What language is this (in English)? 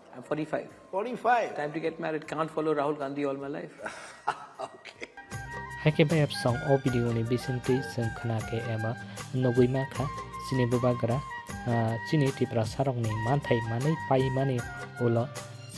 Kok Borok